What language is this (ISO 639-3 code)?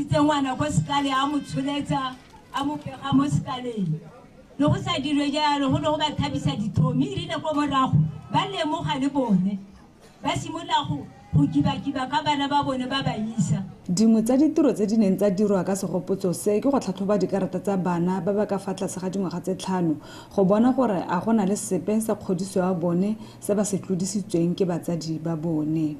tsn